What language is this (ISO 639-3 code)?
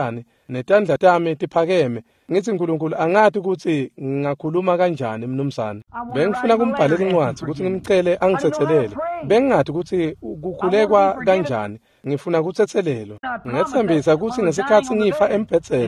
ssw